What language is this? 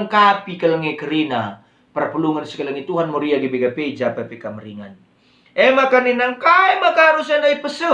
Batak Karo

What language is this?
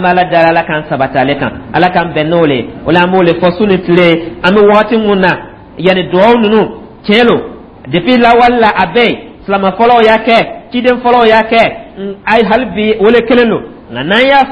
Dyula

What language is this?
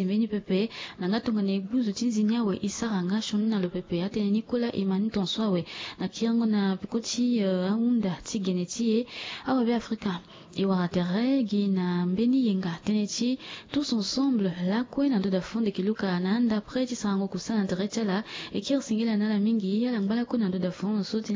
Sango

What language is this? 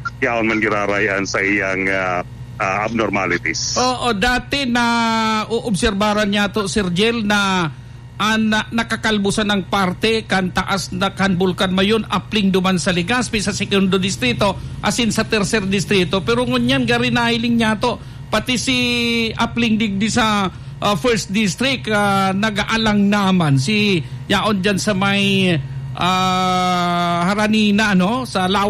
Bikol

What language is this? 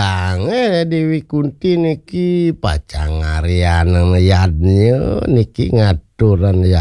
Balinese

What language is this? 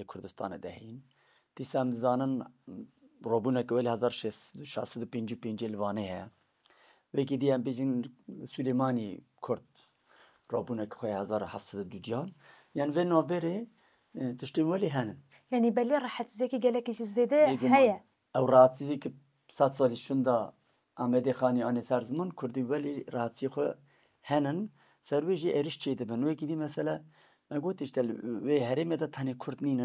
Kurdish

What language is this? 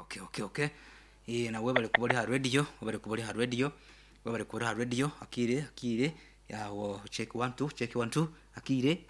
Nyankole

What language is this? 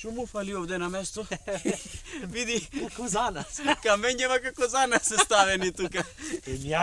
Macedonian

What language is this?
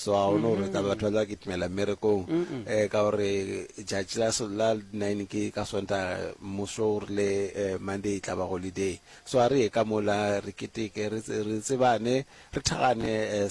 Northern Sotho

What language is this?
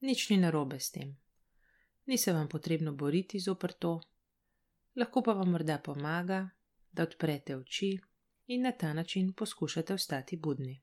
Slovenian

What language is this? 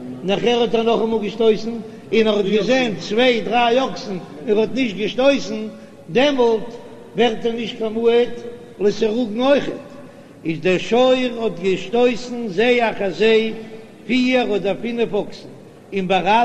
Yiddish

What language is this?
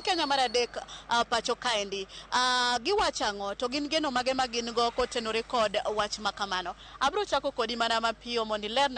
Luo (Kenya and Tanzania)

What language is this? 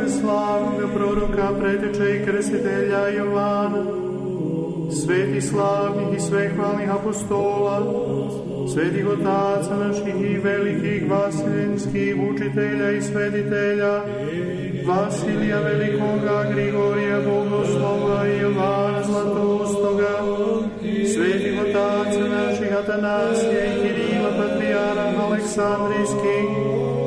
Serbian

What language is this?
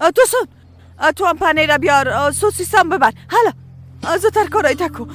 Persian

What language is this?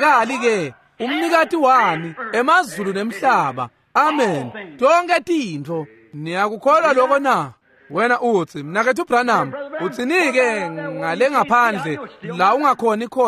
Swati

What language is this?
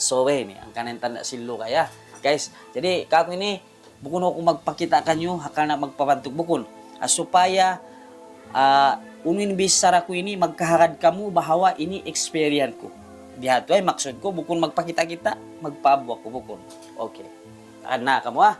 Tausug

